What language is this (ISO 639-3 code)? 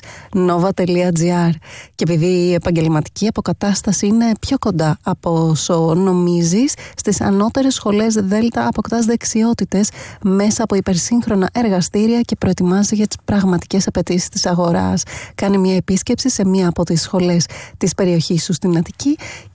ell